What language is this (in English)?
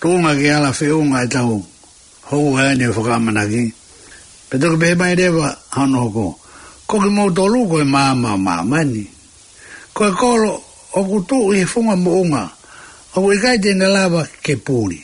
Tongan